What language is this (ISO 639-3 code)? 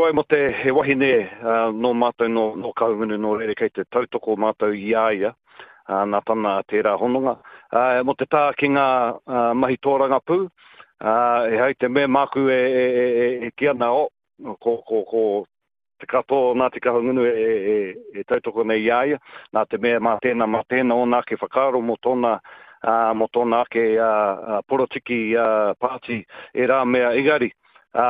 mri